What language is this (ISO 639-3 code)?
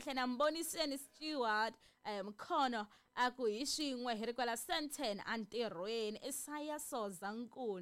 tso